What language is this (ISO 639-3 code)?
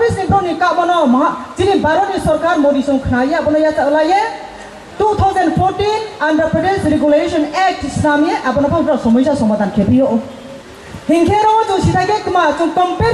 ria